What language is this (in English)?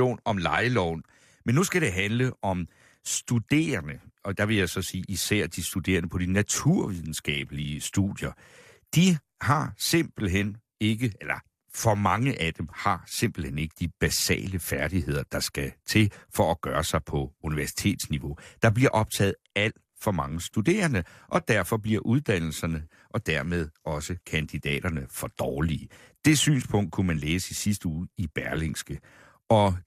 Danish